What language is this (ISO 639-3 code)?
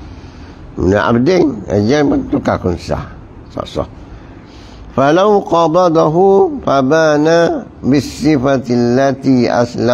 msa